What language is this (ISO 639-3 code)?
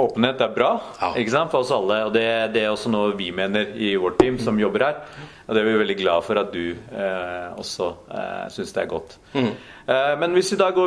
nor